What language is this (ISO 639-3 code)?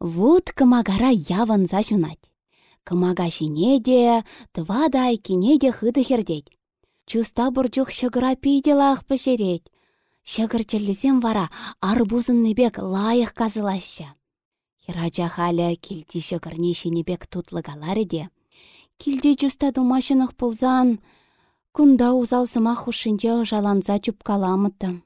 chv